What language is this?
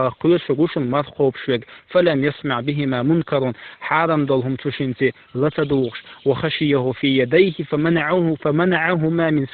Chechen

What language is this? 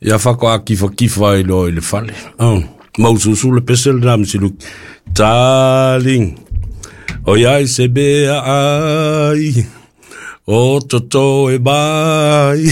Samoan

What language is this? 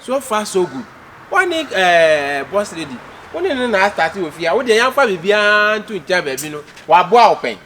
Akan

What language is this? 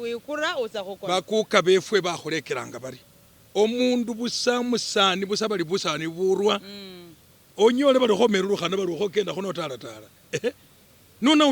Masaaba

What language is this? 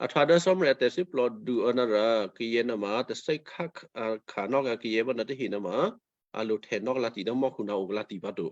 Western Kayah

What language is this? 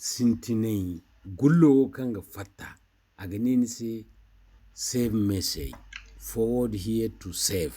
Zarma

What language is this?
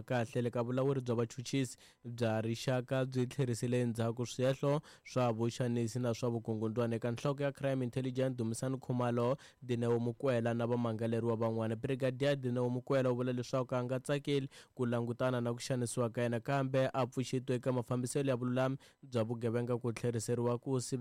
Tsonga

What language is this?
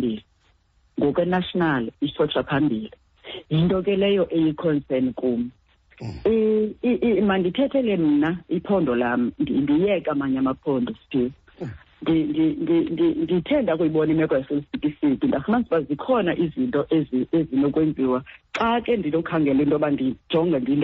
Xhosa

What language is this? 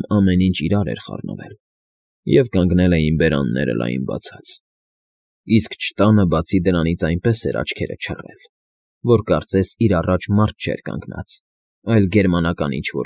Armenian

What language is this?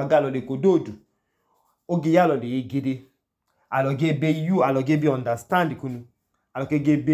Idoma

